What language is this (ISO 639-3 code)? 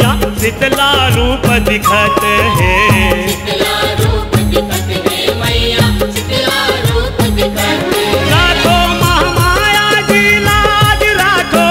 hne